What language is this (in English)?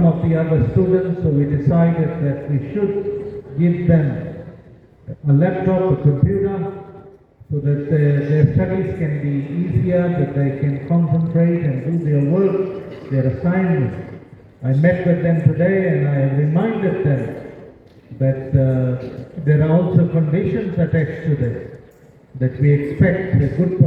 Gilbertese